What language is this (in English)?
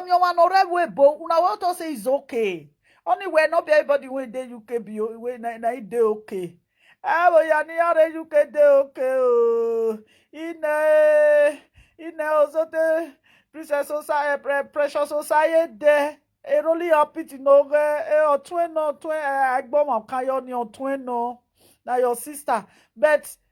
Nigerian Pidgin